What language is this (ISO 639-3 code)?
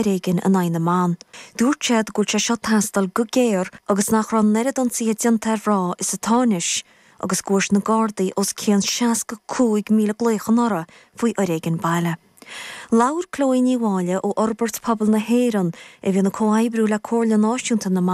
gle